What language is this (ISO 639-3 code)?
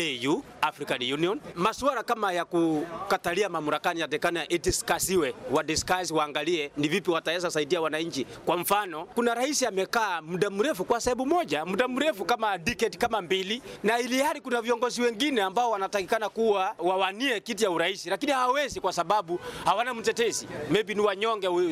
swa